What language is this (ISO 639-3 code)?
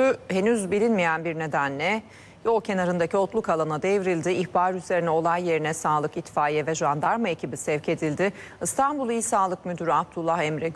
tur